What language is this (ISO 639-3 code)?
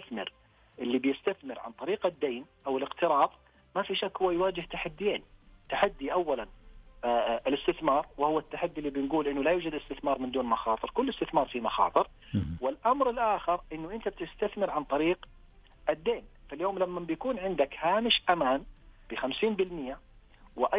ars